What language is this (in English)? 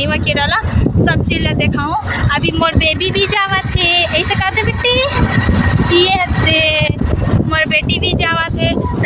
Chhattisgarhi